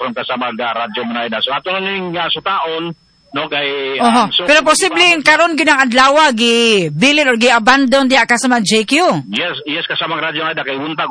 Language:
Cebuano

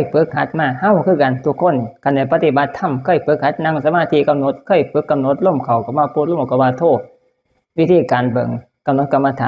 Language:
Northeastern Thai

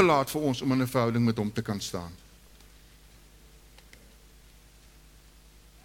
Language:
Afrikaans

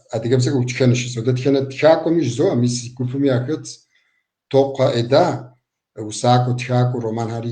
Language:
Kabardian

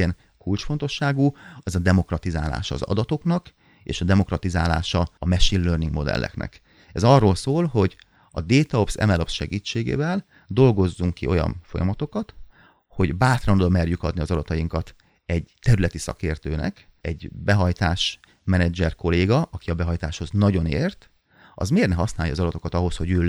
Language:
Hungarian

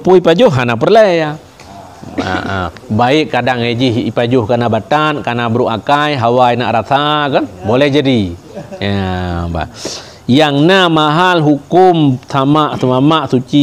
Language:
Achinese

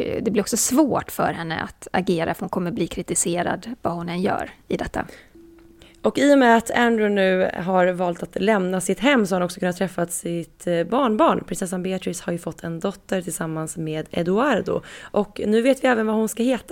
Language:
Swedish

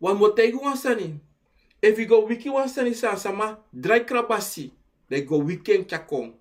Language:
Sranan Tongo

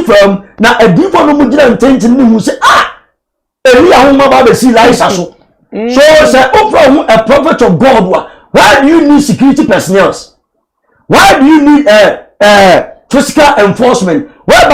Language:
Akan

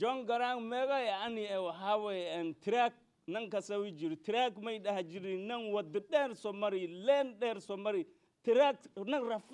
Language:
Somali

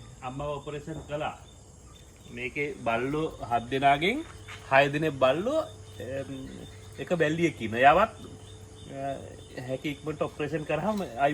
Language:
Sinhala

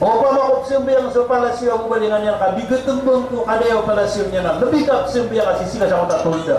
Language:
Maranao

